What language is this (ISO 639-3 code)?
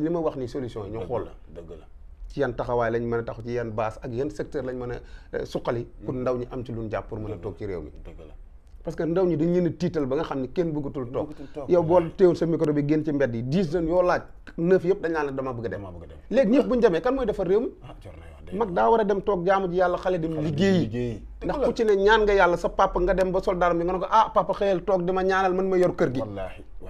wol